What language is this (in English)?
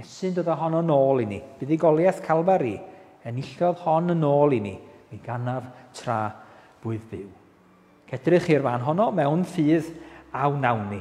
Welsh